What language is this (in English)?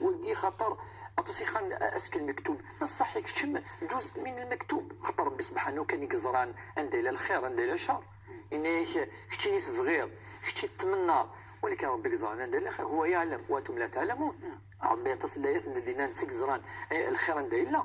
Kabyle